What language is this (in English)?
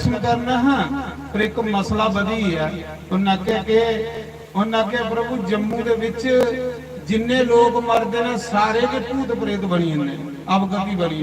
Dogri